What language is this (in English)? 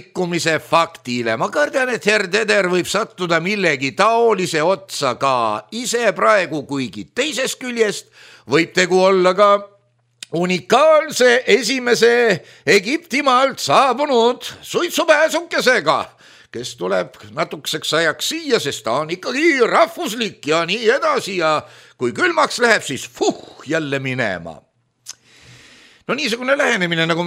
Estonian